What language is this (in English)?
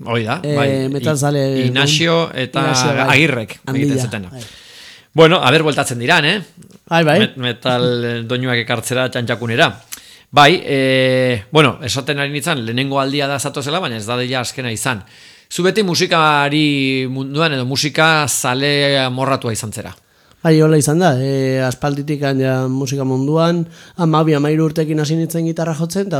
Basque